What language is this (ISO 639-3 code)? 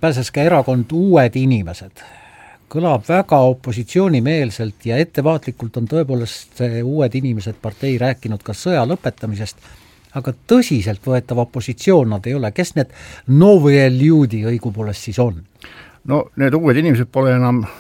est